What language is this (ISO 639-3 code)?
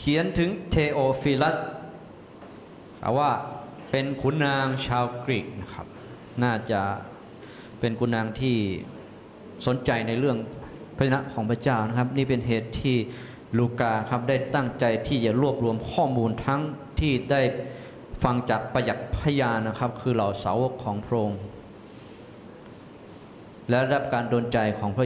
tha